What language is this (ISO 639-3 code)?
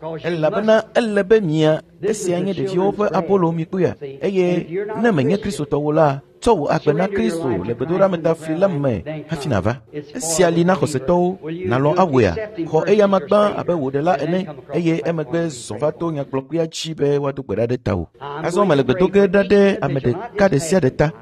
ewe